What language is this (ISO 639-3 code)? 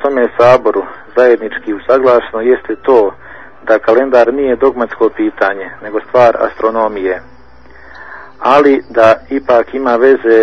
bos